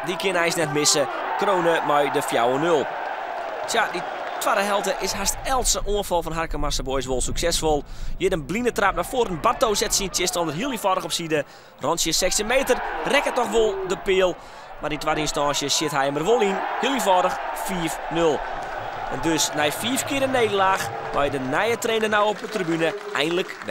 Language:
Western Frisian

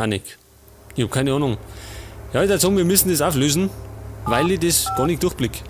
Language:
Bavarian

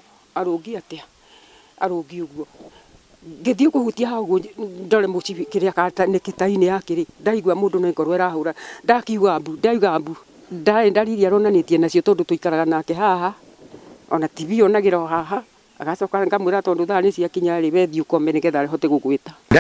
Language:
Kikuyu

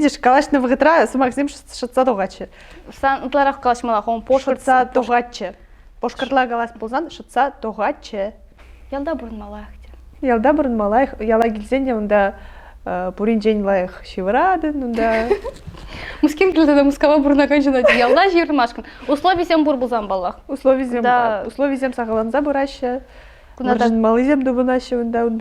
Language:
Chuvash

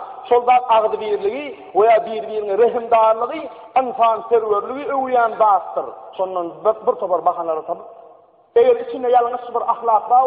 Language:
Turkmen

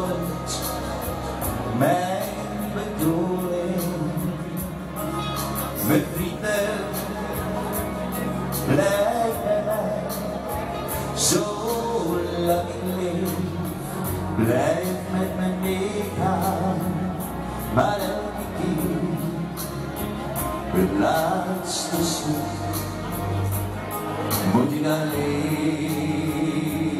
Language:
Dutch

